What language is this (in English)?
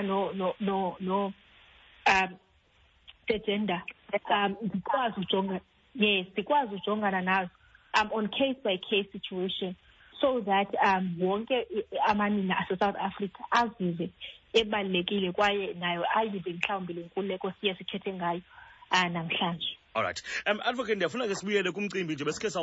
Xhosa